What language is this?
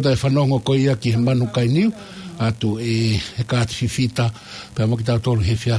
Tongan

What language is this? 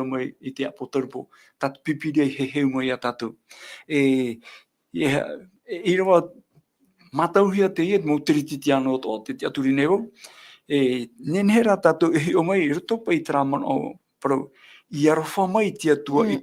Tahitian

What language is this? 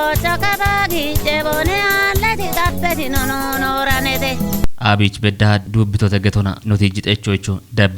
Kafa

